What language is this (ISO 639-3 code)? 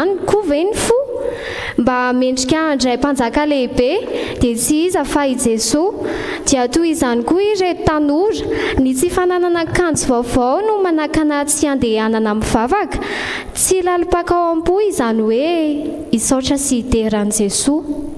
mlg